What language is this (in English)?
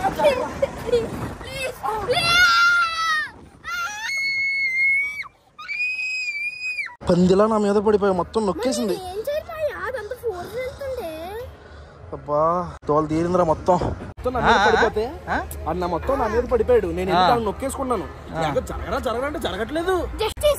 Telugu